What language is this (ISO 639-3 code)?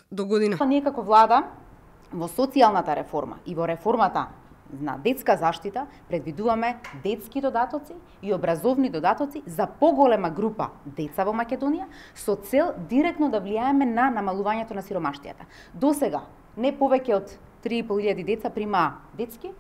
mkd